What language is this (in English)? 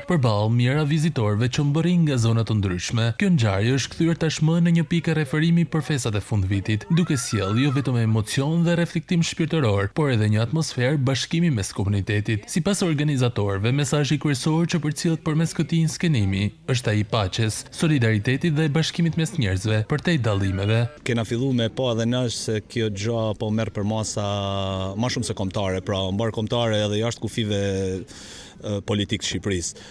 Albanian